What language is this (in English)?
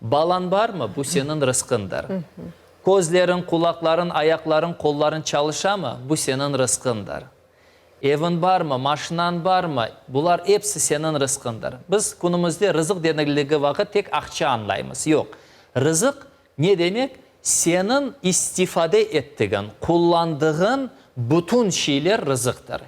Crimean Tatar